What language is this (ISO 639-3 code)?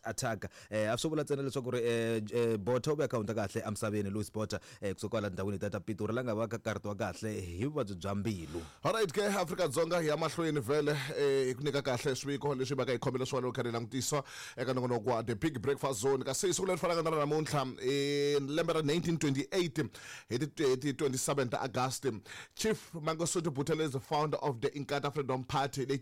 tso